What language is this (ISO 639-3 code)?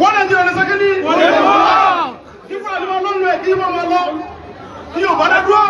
yor